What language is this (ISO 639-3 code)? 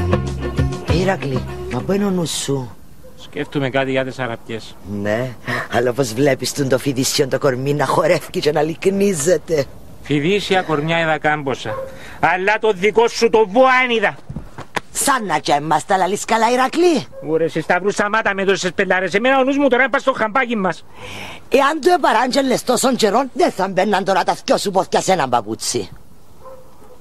ell